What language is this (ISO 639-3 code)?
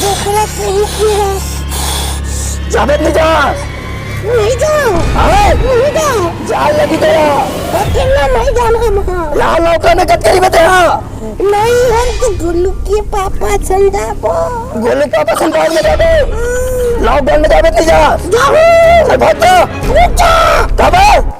hne